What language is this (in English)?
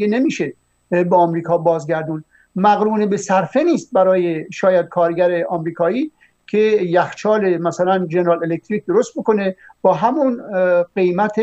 Persian